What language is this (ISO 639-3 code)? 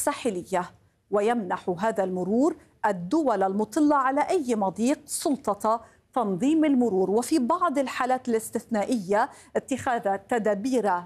ara